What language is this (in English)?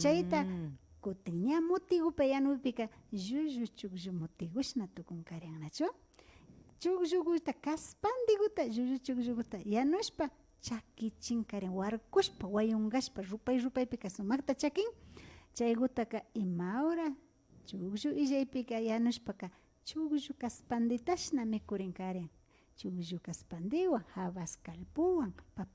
Imbabura Highland Quichua